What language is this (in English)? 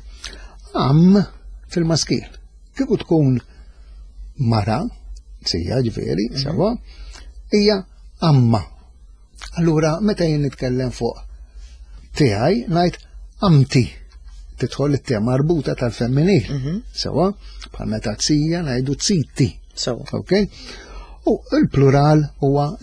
Maltese